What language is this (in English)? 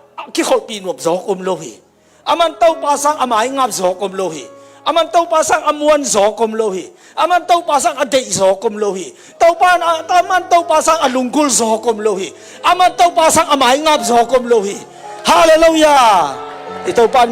Tedim Chin